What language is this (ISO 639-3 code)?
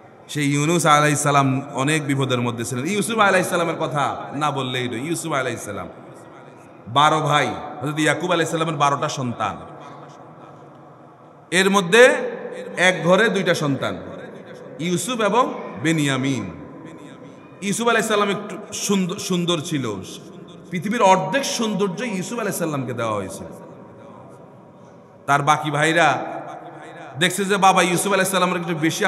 ben